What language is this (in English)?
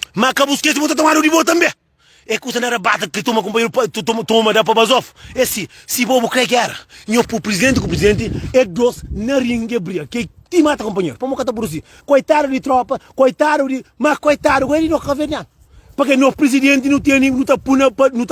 Kabuverdianu